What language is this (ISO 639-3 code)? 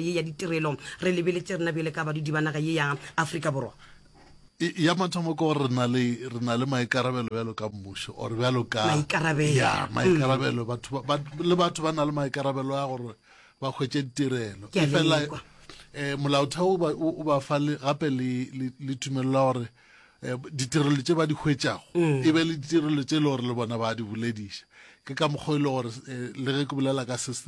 nso